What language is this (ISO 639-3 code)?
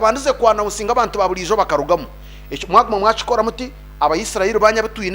nyn